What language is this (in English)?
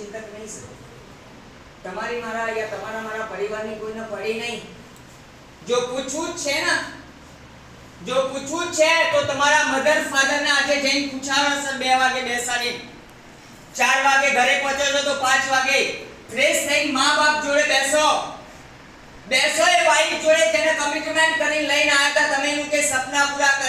Gujarati